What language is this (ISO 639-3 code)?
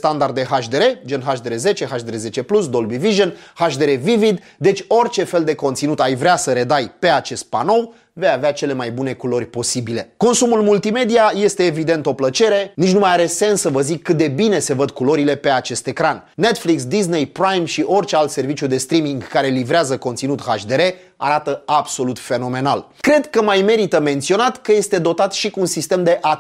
ron